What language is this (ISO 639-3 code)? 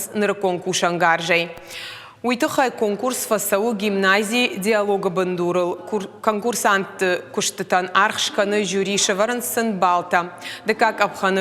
oss